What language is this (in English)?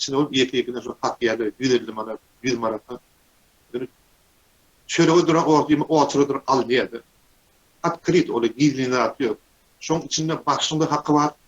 Turkmen